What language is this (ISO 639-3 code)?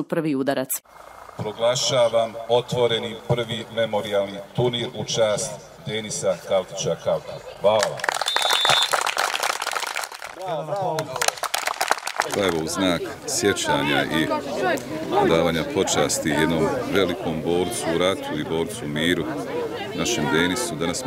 bos